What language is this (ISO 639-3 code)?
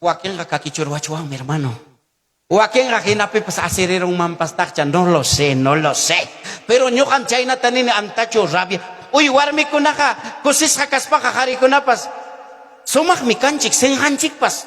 quy